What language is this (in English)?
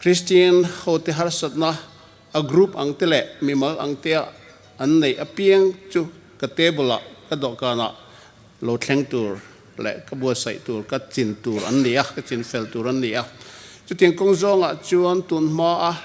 Hmar